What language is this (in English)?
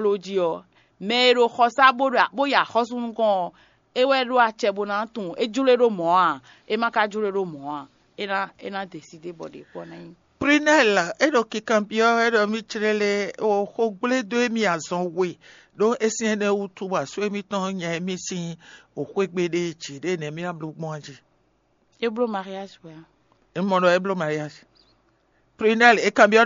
Fon